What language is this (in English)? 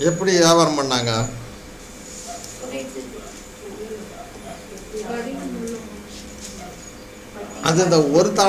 Tamil